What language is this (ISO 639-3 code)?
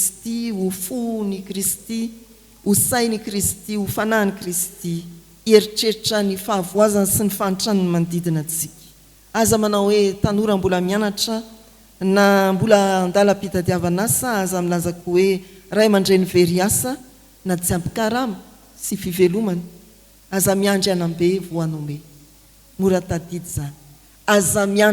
mlg